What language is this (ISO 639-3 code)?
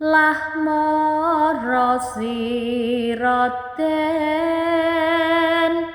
jav